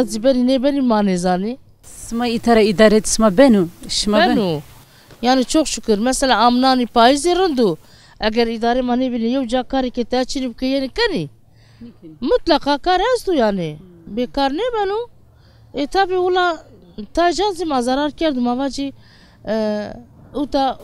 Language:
Zaza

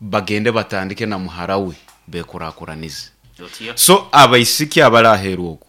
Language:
Nyankole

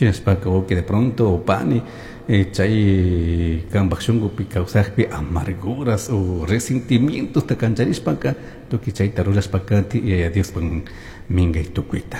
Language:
Chimborazo Highland Quichua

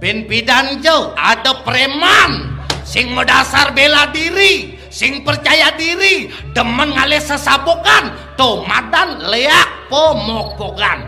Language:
Balinese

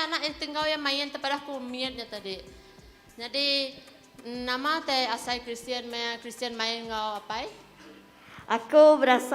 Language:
Iban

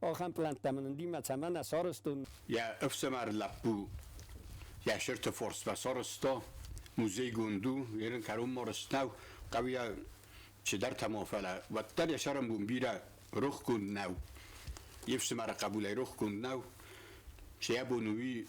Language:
Ossetic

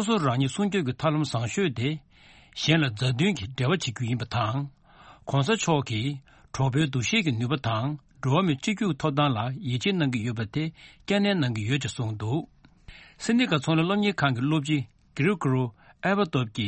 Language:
Tibetan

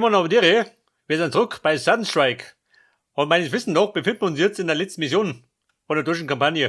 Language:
Bavarian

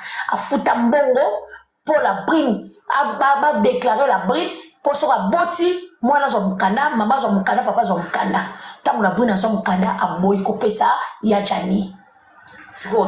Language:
Lingala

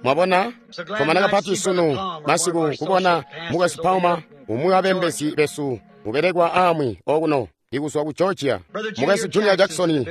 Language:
Tonga (Zambia)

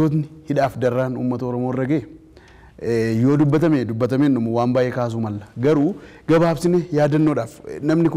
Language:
Oromo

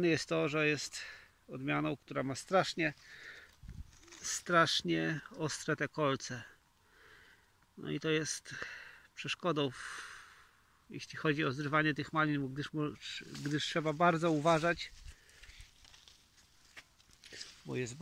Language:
Polish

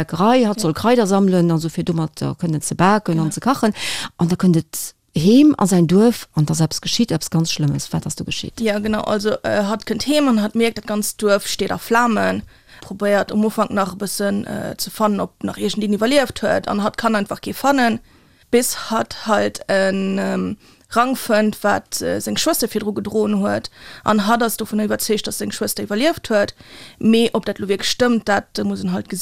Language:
Luxembourgish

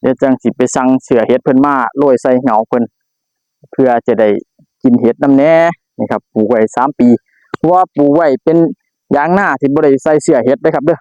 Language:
Northeastern Thai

